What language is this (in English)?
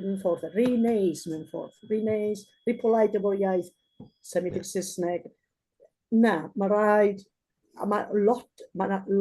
Welsh